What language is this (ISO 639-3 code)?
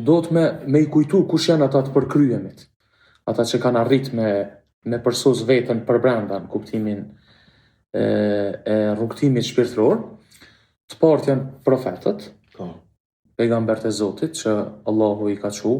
sqi